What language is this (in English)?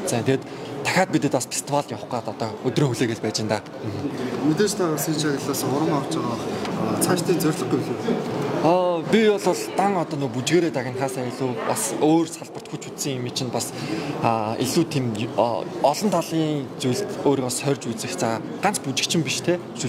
Mongolian